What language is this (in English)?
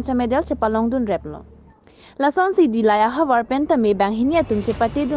Karbi